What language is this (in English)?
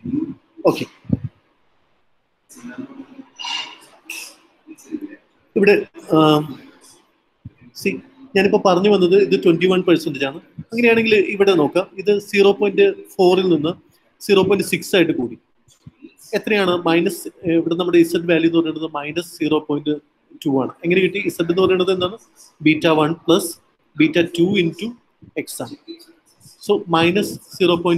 Malayalam